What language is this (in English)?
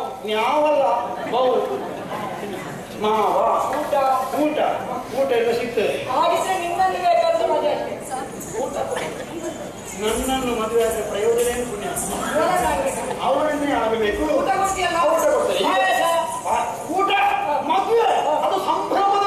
Kannada